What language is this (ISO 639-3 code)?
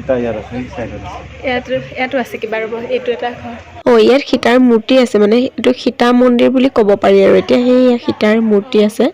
asm